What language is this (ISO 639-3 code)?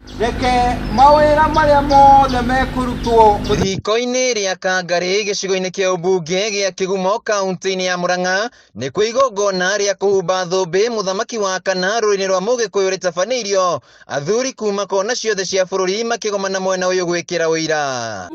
kik